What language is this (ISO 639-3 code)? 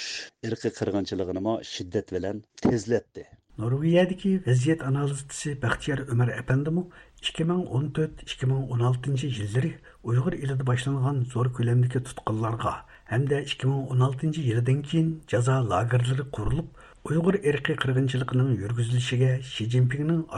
uig